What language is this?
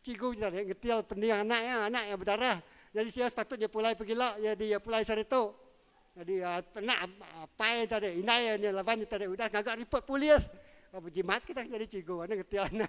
Iban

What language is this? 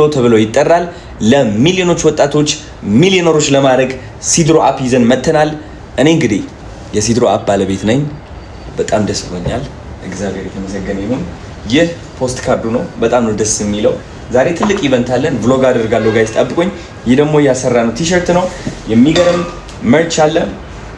Amharic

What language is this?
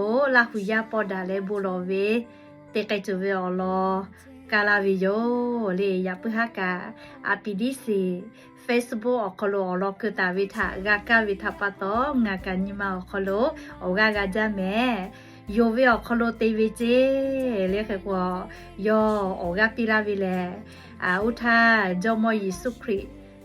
Lahu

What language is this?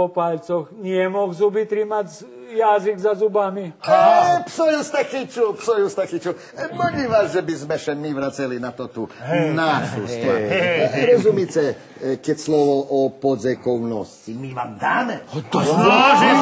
Rusyn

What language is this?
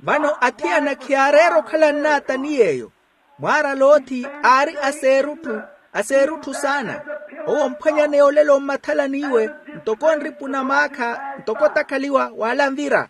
Makhuwa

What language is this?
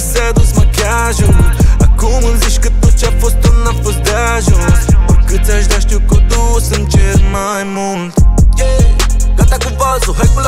Romanian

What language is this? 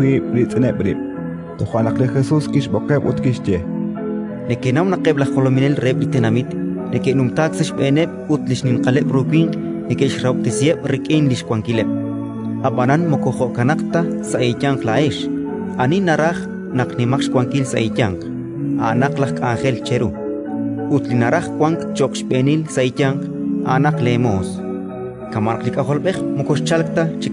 Kekchí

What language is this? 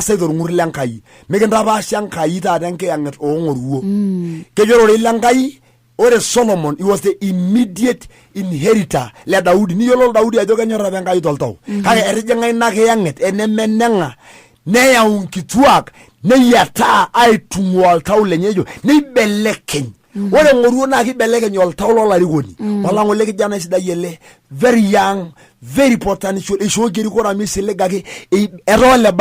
Masai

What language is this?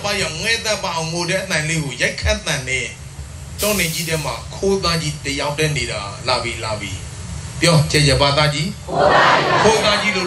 Burmese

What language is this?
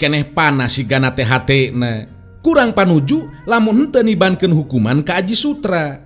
Sundanese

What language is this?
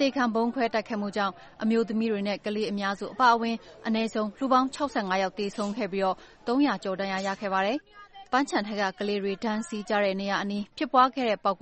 Burmese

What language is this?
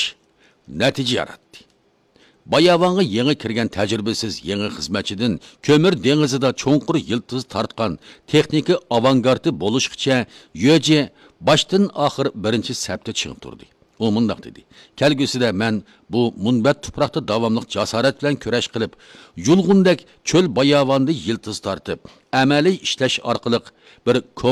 Uyghur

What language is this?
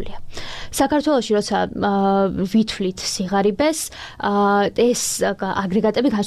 Georgian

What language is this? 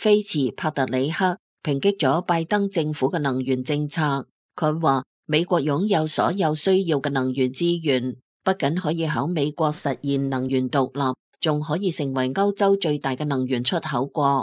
Cantonese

